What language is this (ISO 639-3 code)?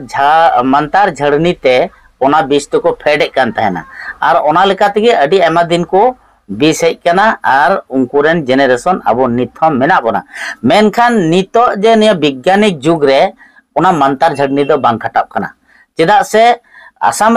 sat